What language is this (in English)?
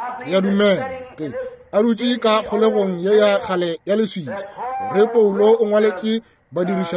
Northern Sotho